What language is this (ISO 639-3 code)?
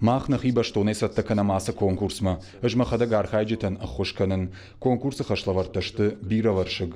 oss